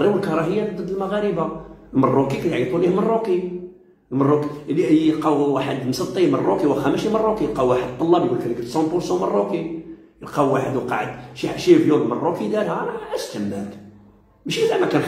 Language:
Moroccan Arabic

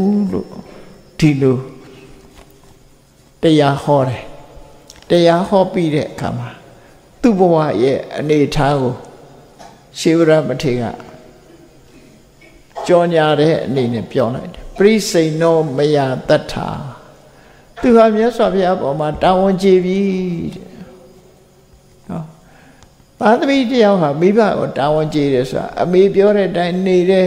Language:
Burmese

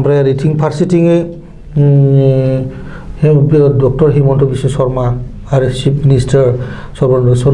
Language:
Bodo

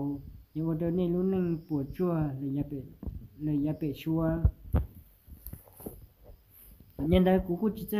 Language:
Vietnamese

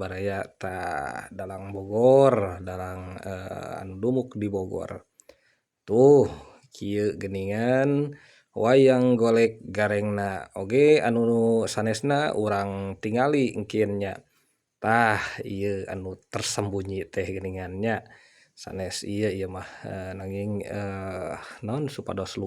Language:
Sundanese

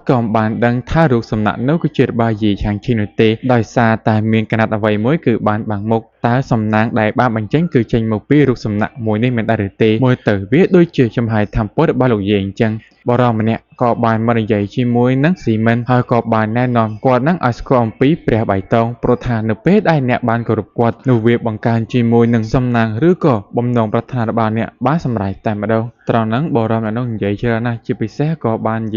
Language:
Khmer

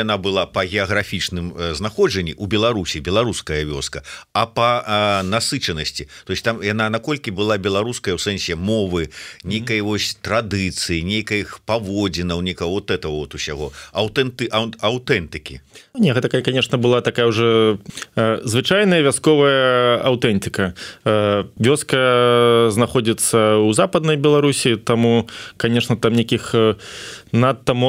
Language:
Belarusian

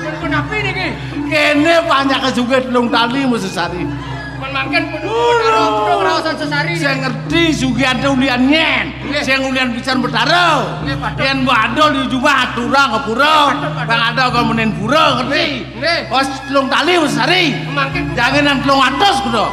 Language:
Balinese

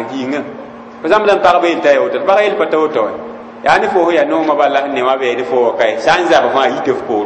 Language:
Mossi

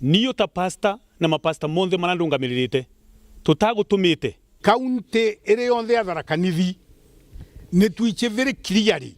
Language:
Meru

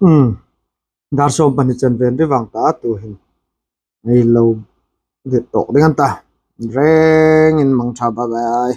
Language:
Hmar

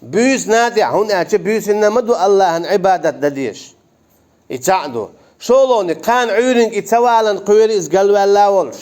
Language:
Chechen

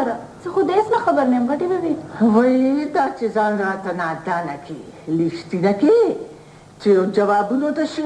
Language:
Pashto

